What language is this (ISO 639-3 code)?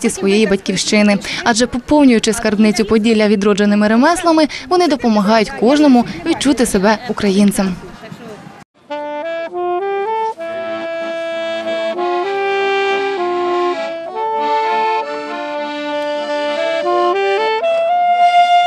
ukr